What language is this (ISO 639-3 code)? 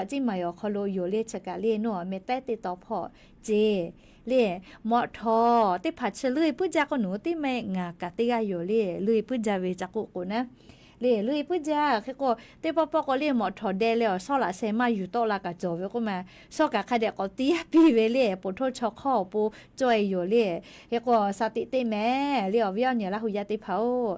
lhu